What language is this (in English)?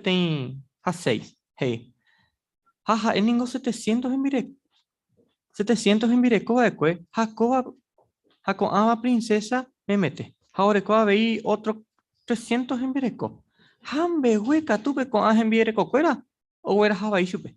Guarani